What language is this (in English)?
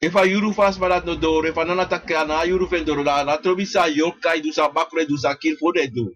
Sranan Tongo